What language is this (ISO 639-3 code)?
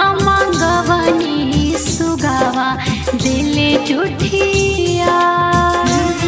bho